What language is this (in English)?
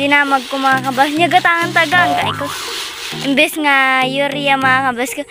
Iloko